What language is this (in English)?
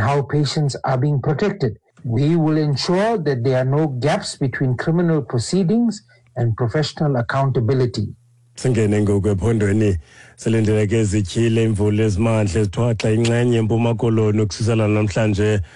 Xhosa